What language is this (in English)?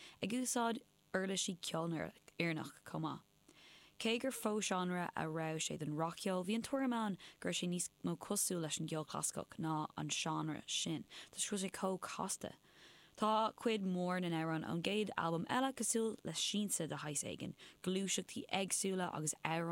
Irish